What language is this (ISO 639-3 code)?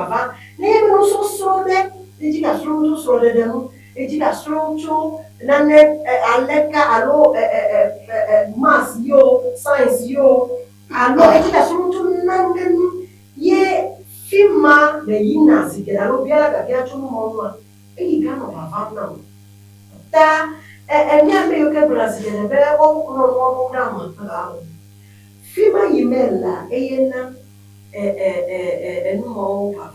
ewe